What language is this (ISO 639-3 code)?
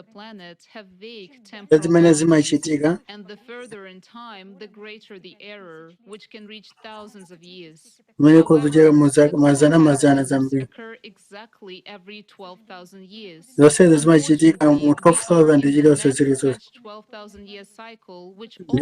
nya